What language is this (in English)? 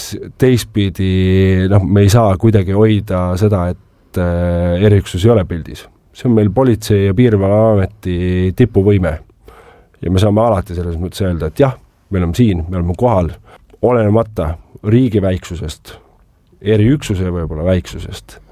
Estonian